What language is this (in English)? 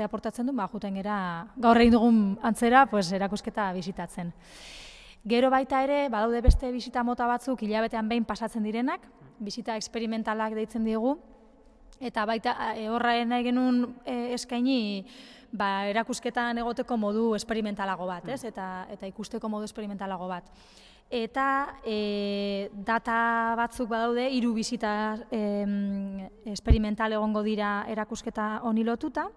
Basque